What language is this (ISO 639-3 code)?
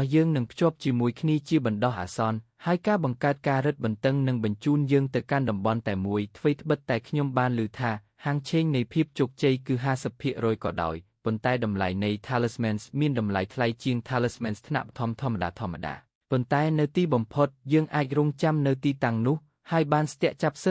khm